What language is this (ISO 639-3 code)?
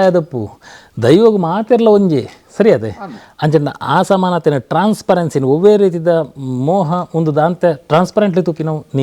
tcy